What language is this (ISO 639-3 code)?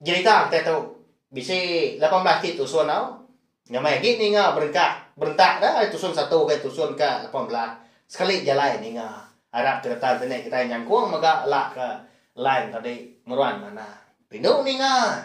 iba